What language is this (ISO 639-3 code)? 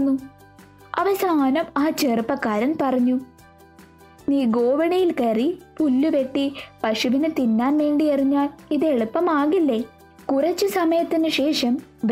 mal